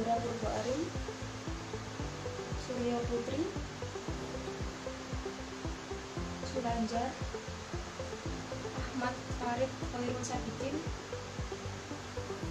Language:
Indonesian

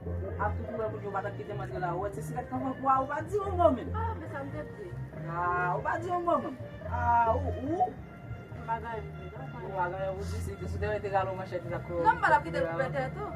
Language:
Haitian Creole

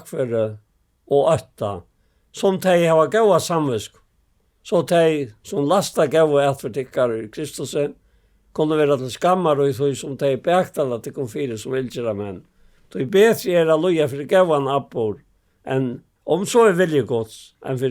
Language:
Faroese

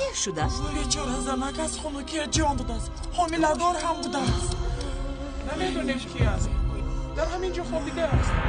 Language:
Tajik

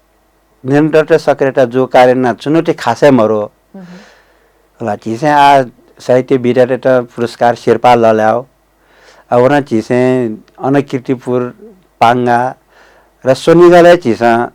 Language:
Newari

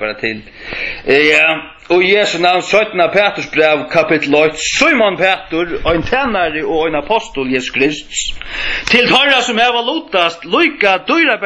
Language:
Faroese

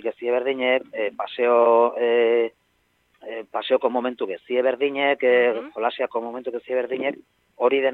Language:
Basque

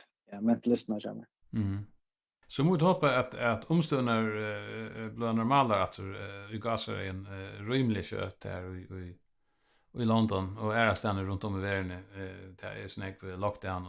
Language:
Faroese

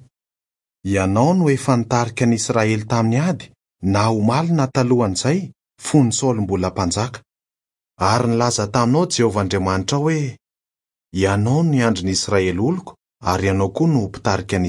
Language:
Malagasy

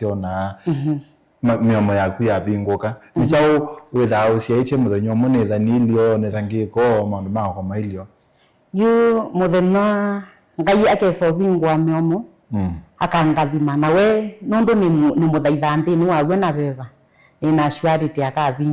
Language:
Kamba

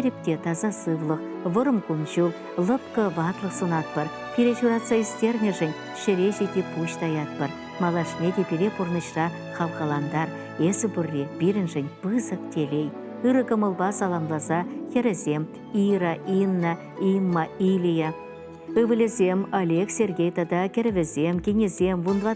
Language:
Chuvash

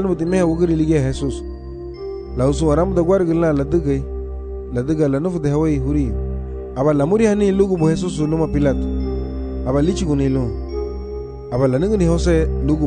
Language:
Garifuna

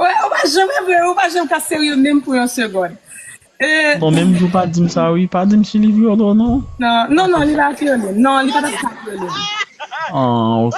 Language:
Haitian Creole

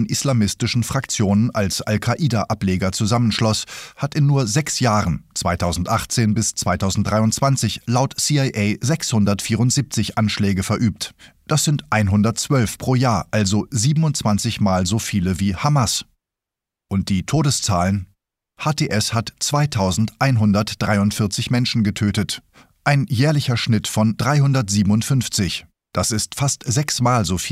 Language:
German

